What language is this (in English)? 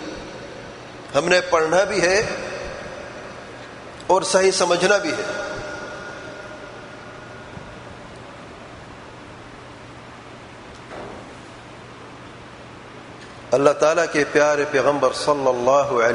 Urdu